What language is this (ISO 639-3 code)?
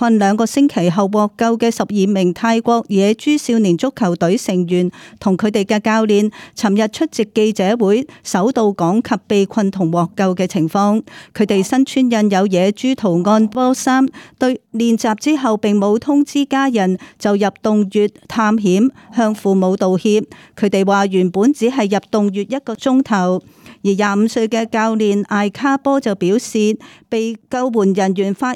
yue